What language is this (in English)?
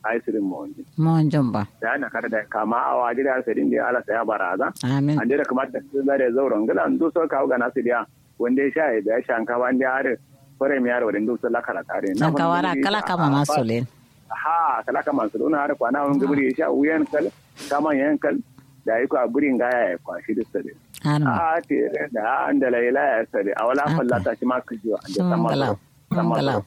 Kanuri